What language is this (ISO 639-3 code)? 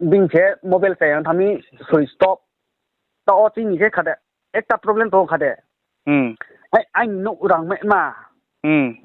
ria